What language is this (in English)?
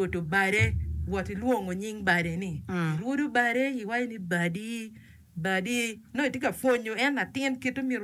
Acoli